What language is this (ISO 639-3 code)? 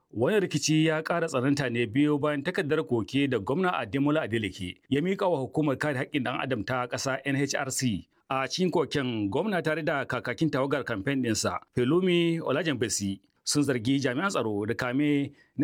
hau